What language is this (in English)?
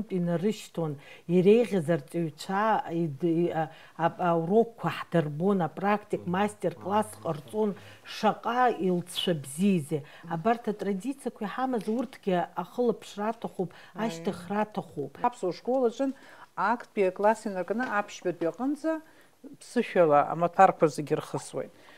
Abkhazian